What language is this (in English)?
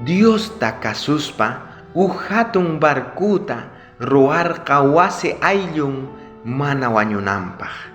South Bolivian Quechua